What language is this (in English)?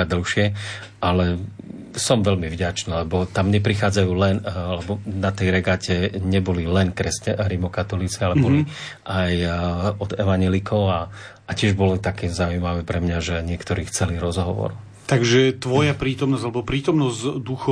Slovak